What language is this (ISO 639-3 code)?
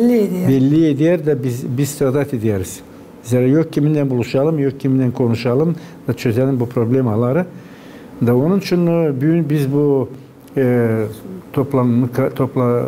gag